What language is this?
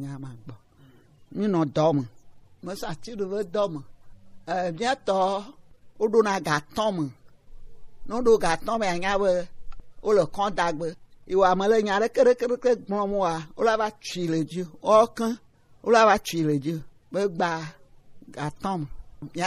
Gen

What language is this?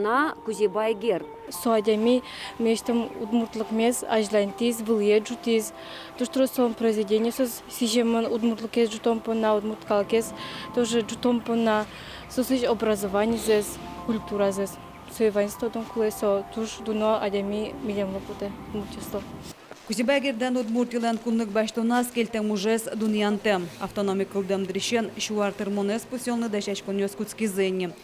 Udmurt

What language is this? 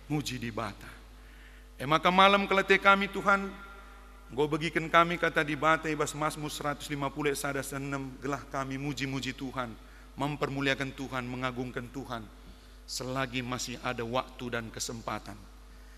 Batak Karo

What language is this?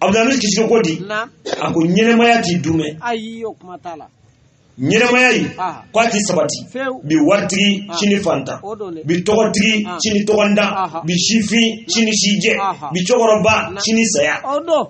Bambara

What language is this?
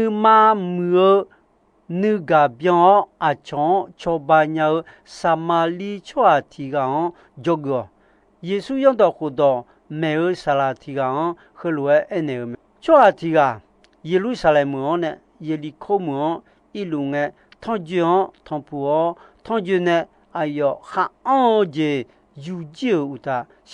Akha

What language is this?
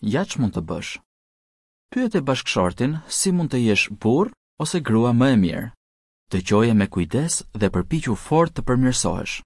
Albanian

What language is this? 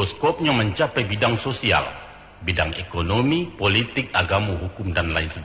Minangkabau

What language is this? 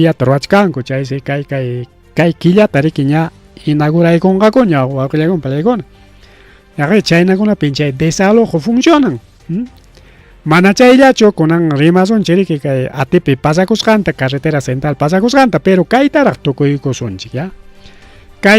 Ayacucho Quechua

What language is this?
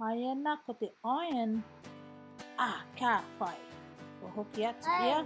Māori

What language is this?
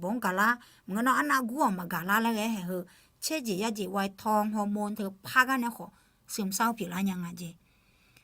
Akha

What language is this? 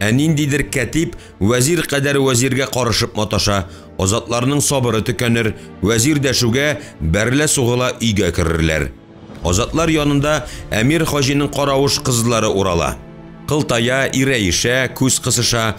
Tatar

